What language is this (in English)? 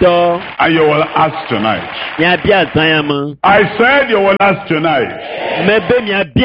Ewe